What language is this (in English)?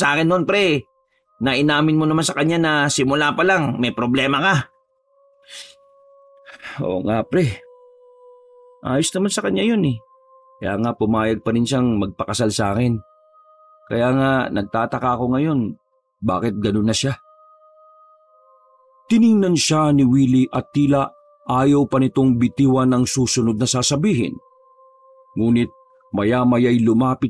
Filipino